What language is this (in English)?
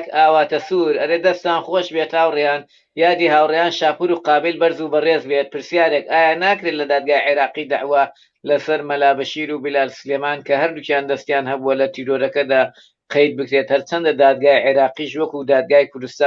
Central Kurdish